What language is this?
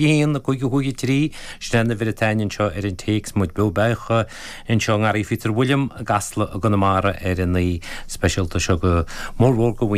Irish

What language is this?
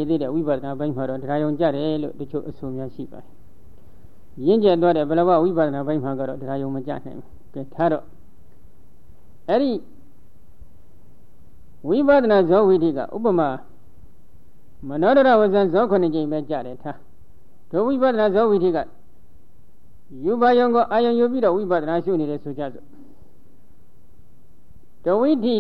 Burmese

